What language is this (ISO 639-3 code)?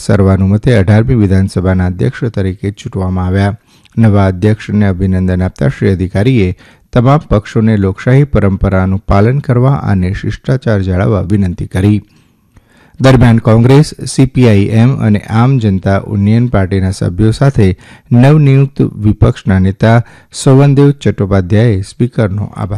guj